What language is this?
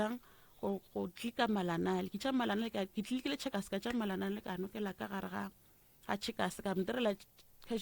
Northern Sotho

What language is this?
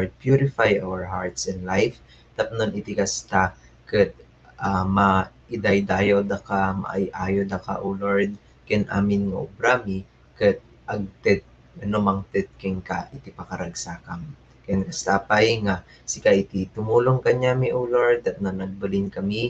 Iloko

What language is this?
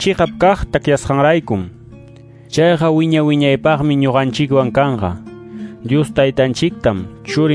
Quechua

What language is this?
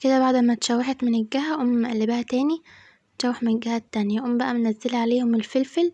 Egyptian Arabic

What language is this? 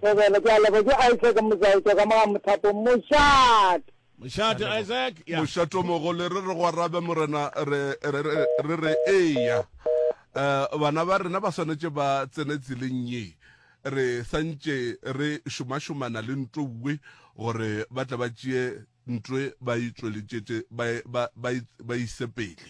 Northern Sotho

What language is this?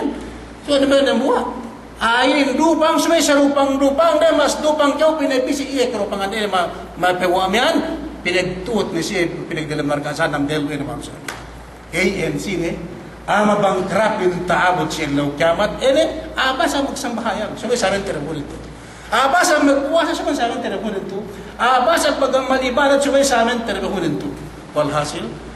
Yakan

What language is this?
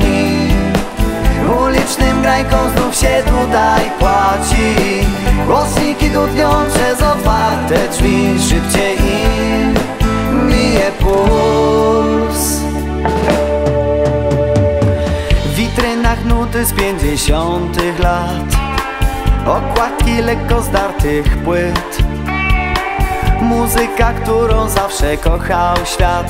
Polish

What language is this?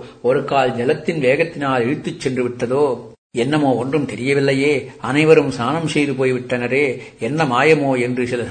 Tamil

